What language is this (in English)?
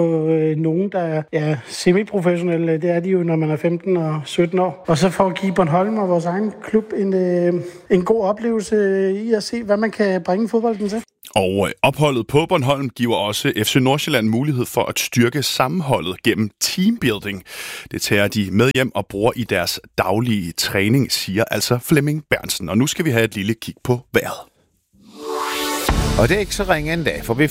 Danish